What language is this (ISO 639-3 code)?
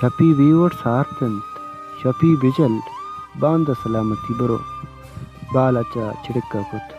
bal